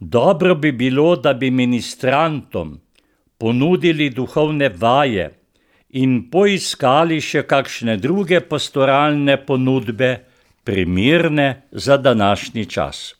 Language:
Slovenian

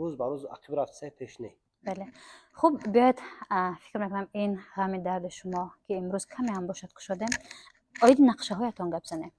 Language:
Tajik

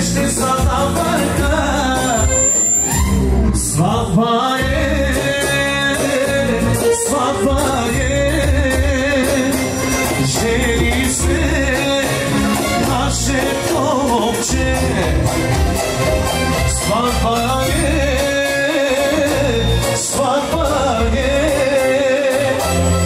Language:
Bulgarian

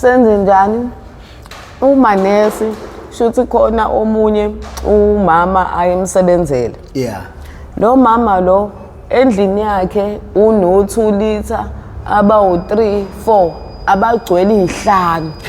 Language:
Zulu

